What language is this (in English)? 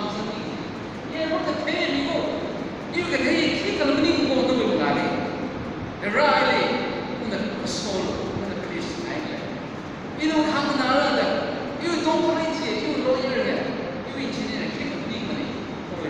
Tangkhul Naga (India)